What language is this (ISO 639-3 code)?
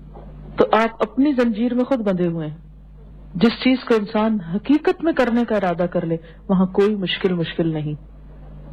urd